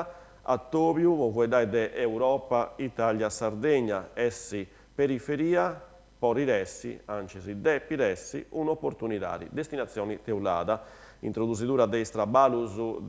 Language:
Sardinian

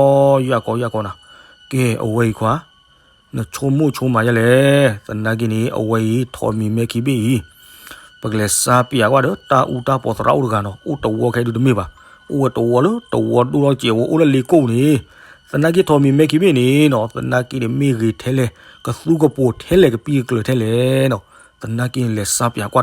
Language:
S'gaw Karen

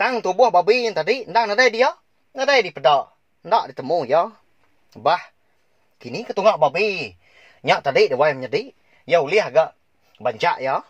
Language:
Iban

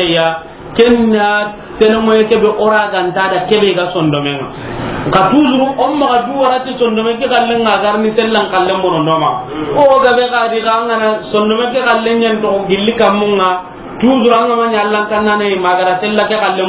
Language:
Soninke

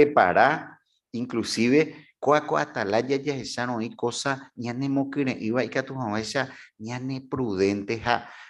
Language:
Guarani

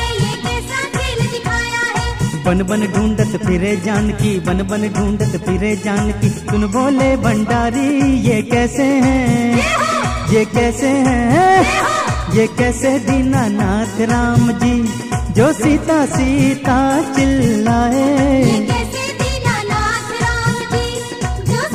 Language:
Hindi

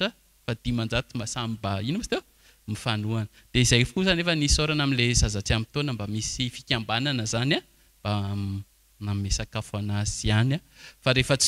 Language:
Malagasy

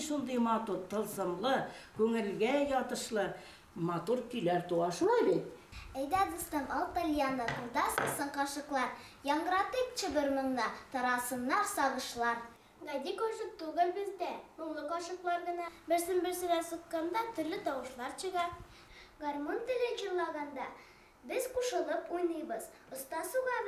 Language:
Bashkir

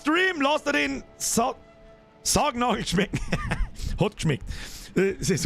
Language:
Bavarian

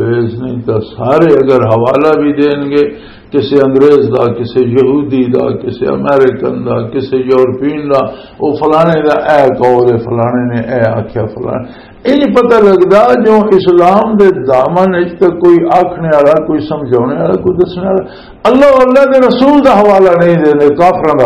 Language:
Western Panjabi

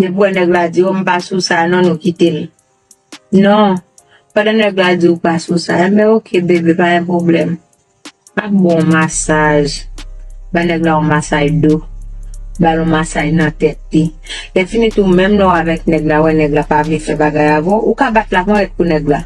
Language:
Haitian Creole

